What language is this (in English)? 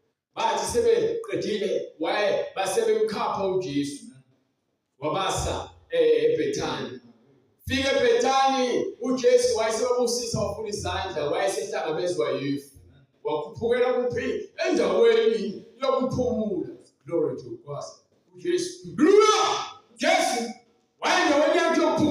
Zulu